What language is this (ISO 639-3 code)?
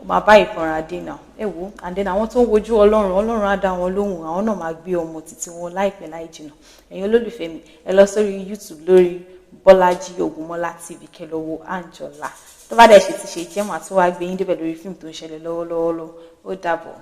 yor